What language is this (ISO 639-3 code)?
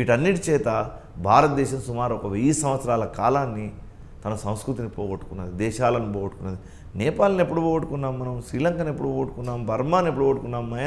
tel